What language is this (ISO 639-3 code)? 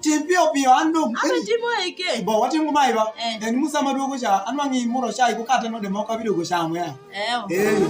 alz